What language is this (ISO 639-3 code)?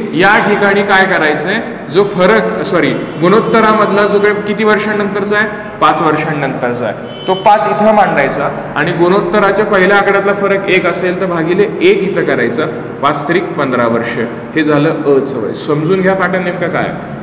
mar